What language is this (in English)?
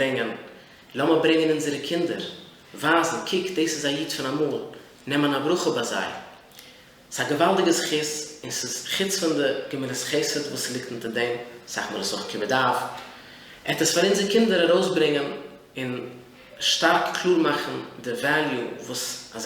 Yiddish